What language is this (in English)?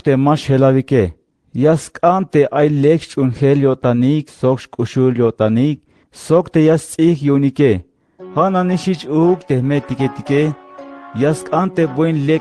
Tzeltal